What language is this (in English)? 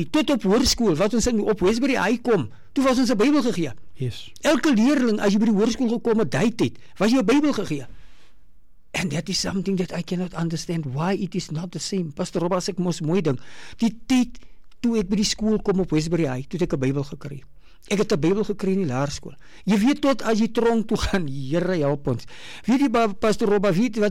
Afrikaans